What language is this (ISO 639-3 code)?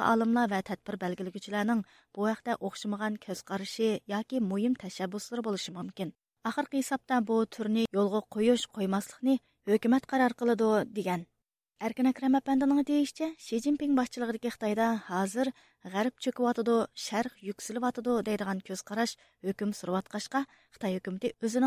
uig